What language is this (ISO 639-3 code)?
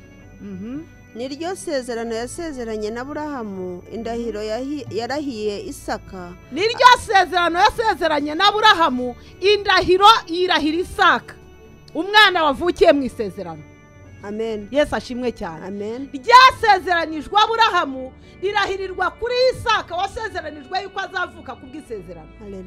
kin